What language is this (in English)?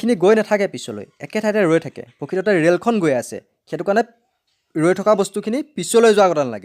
Assamese